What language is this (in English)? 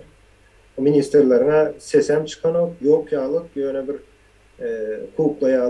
Turkmen